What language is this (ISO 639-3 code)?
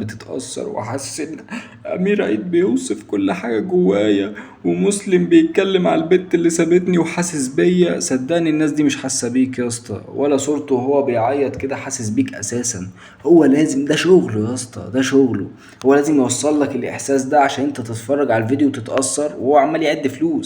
arz